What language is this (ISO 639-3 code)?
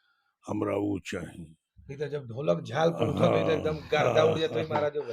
bho